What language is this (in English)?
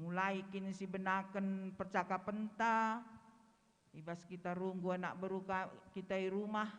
Batak Karo